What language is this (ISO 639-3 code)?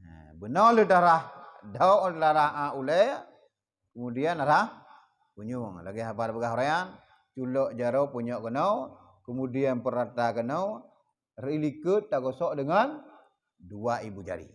ace